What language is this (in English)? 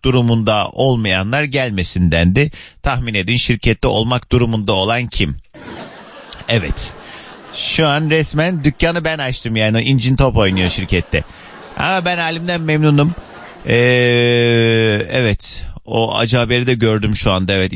Turkish